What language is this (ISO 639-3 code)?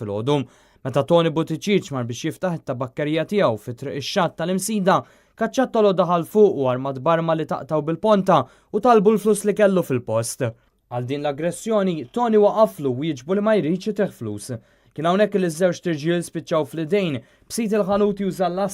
mlt